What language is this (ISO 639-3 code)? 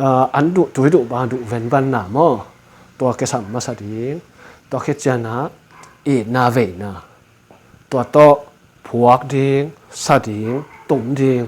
ctd